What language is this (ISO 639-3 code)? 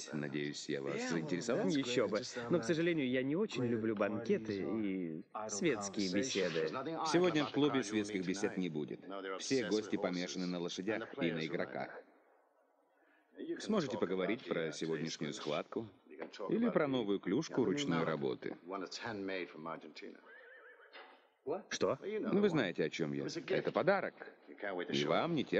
rus